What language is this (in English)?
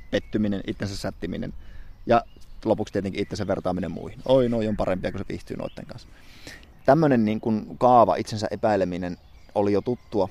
Finnish